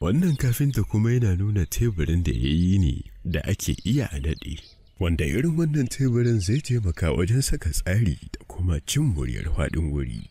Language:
Hausa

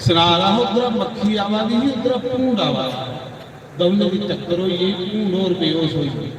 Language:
Dogri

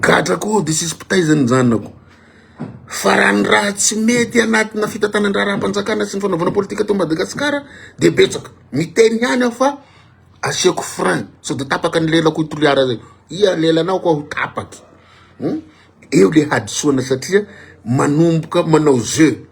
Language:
Malagasy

